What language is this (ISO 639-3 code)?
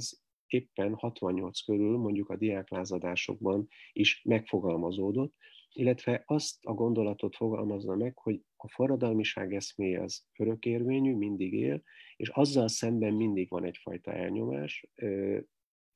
hun